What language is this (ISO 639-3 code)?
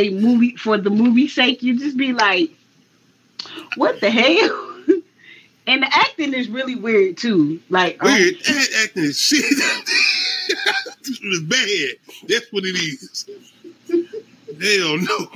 eng